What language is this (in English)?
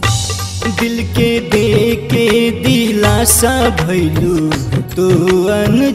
Bhojpuri